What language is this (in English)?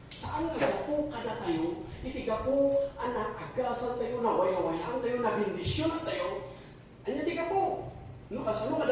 Iloko